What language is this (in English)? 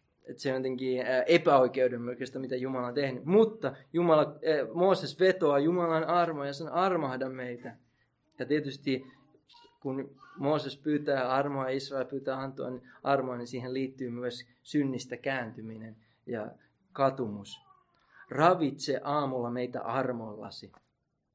Finnish